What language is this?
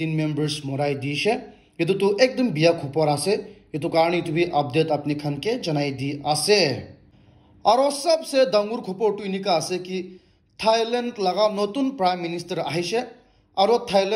Naga Pidgin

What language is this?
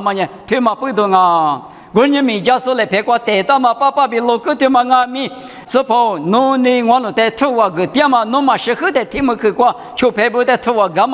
Lisu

